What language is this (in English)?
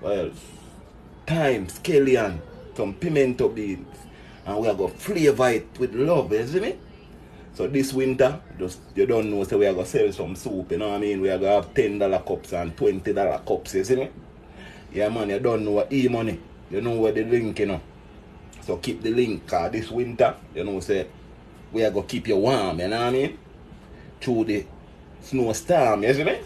Jamaican Creole English